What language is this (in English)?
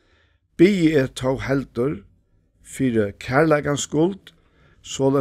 Faroese